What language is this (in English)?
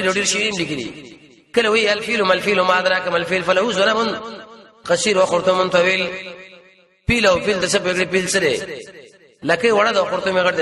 Pashto